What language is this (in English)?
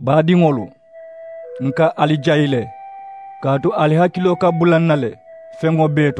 Mandingo